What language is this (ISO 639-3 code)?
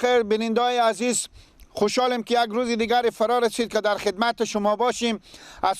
fas